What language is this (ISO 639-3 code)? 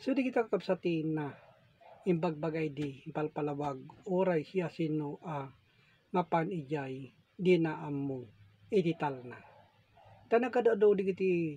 ilo